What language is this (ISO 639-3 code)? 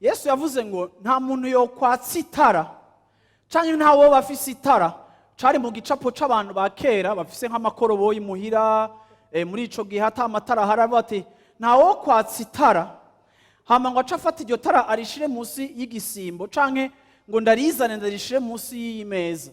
run